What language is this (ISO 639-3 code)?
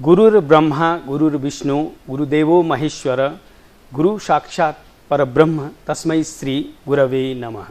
nep